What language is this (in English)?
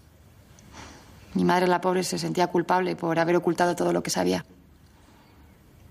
Spanish